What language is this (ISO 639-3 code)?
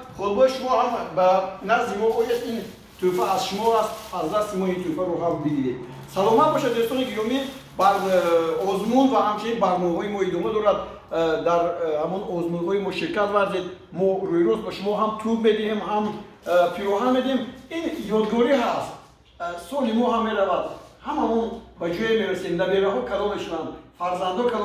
tgk